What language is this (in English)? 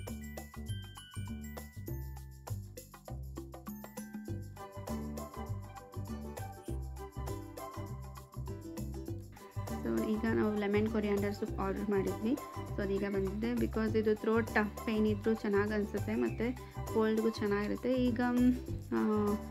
Kannada